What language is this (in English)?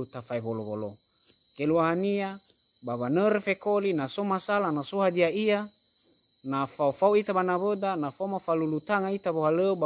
Nias